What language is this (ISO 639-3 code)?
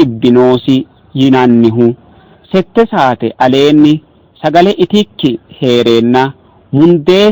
sid